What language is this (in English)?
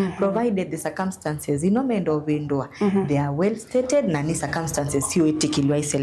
Kamba